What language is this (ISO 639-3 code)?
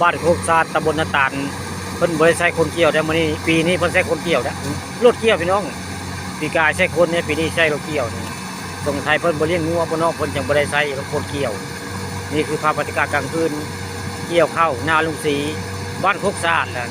tts